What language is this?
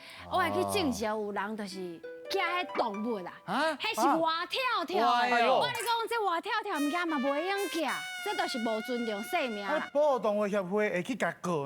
Min Nan Chinese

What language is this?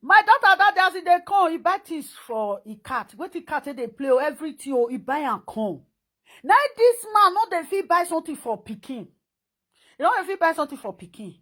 Nigerian Pidgin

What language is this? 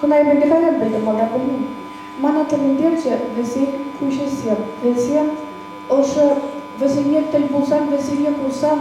Chuvash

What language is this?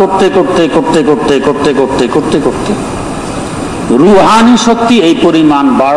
Bangla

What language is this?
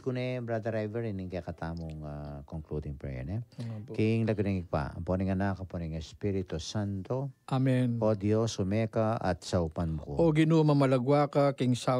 Pampanga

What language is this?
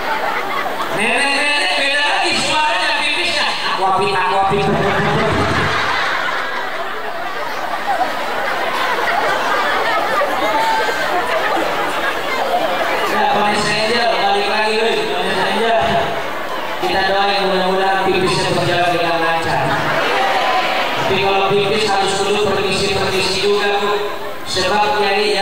Indonesian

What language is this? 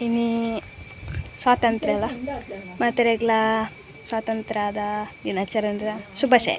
Tulu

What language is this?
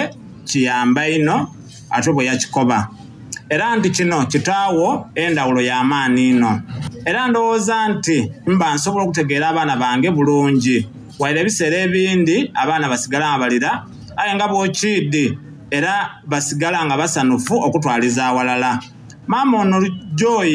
Soga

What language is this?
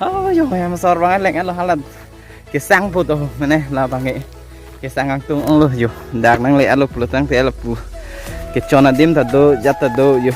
Karbi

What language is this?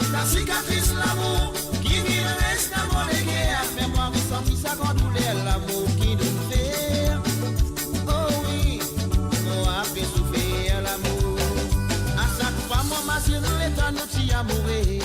Morisyen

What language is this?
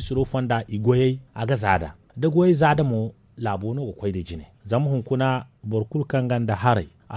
Zarma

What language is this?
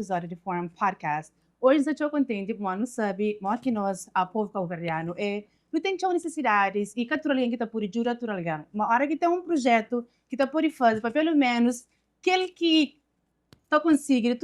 Kabuverdianu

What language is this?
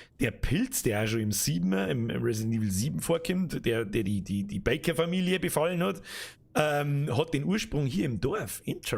Bavarian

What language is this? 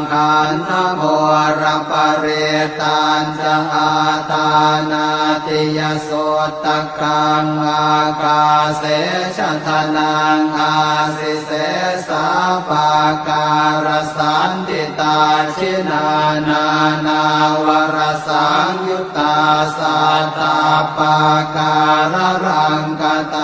Pali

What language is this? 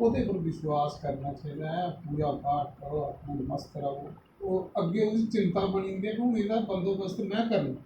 Dogri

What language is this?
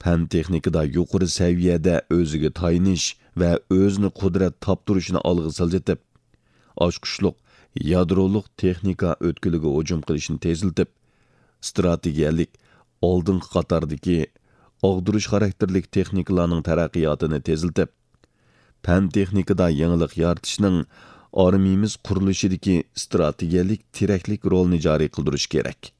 Uyghur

